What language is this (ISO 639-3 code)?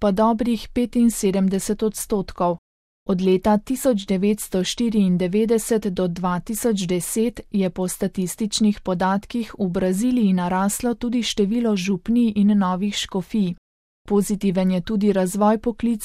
slv